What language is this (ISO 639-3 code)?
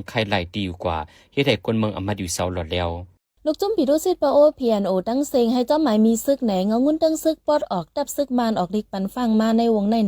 shn